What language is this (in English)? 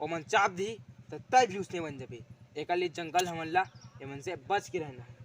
Chhattisgarhi